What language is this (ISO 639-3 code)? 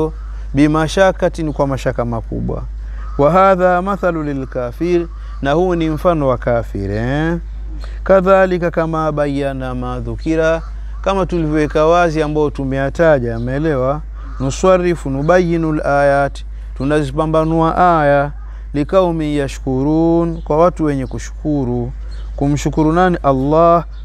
swa